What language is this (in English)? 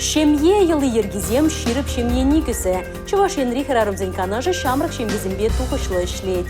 Chuvash